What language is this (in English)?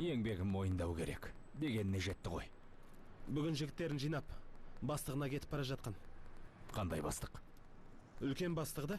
Kazakh